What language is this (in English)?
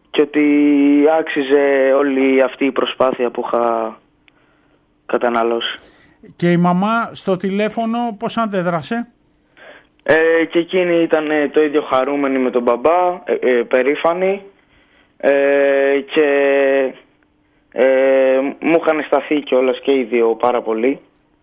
Greek